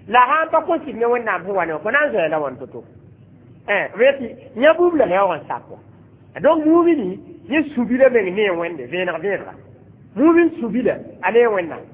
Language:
Mossi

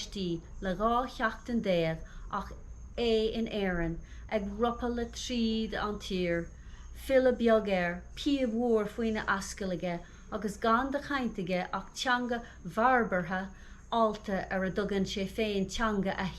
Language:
Irish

